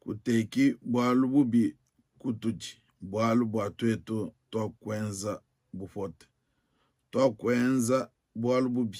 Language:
Luba-Lulua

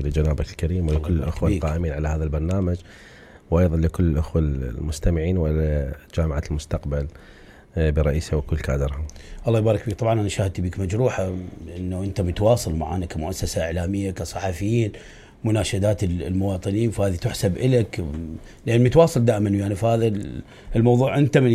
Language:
Mesopotamian Arabic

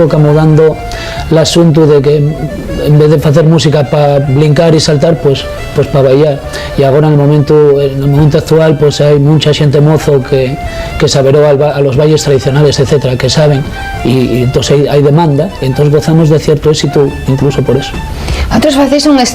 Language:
Asturian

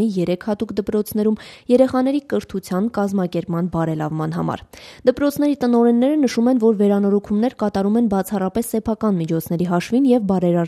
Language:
Armenian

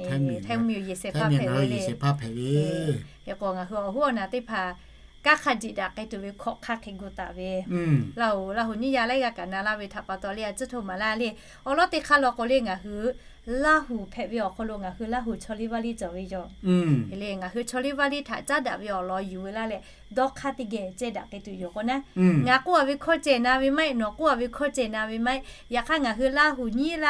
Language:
Lahu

